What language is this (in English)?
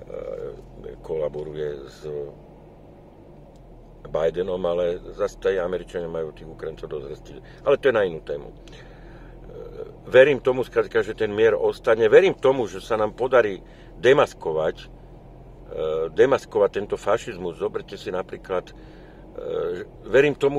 Slovak